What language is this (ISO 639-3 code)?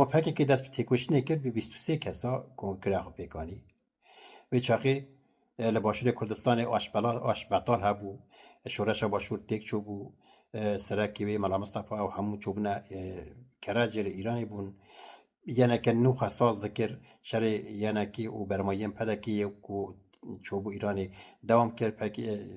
kur